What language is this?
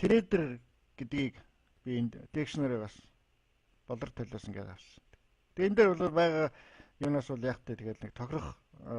Mongolian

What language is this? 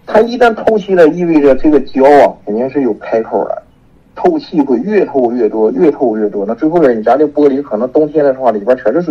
Chinese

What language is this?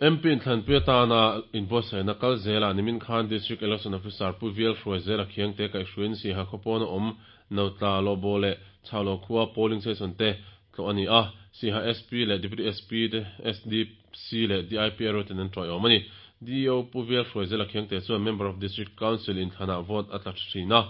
Mizo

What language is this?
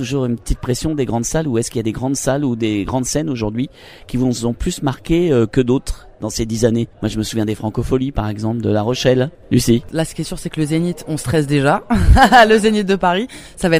French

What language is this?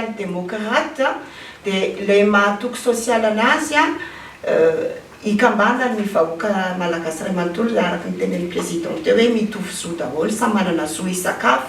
Malagasy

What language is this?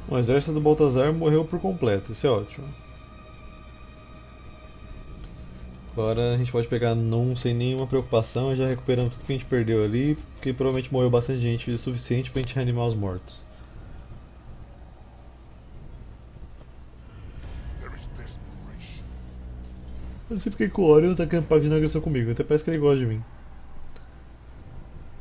Portuguese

